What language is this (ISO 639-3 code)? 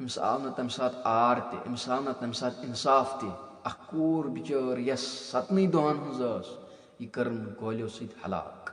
kas